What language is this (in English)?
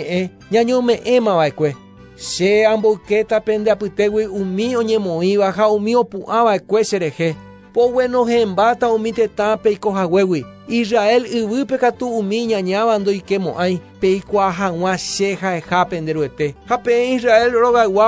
Guarani